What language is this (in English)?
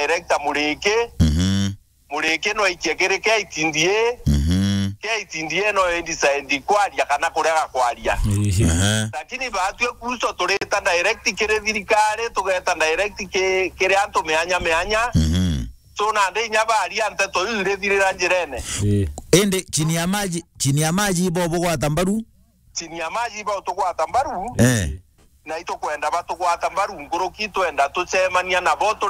Meru